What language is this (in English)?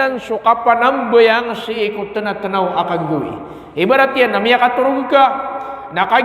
Maranao